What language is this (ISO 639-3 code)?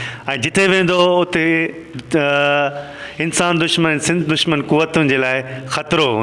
snd